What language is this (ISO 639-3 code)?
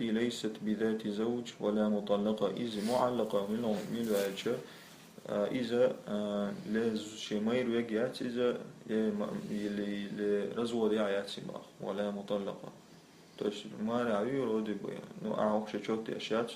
che